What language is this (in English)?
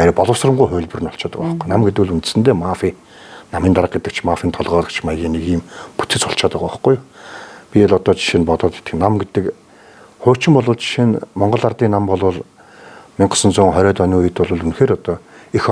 Mongolian